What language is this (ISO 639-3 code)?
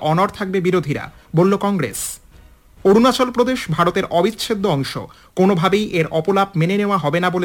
ben